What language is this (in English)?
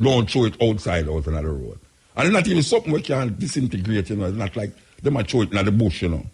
Jamaican Creole English